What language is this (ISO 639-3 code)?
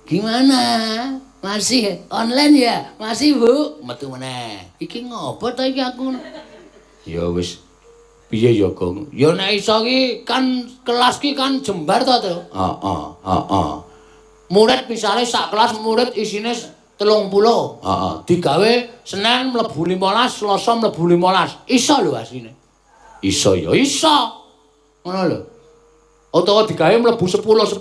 jav